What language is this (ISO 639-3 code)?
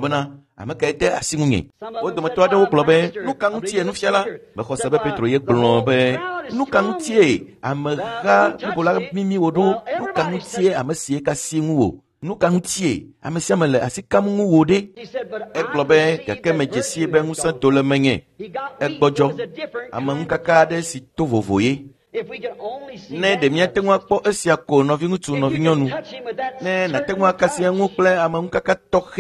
ewe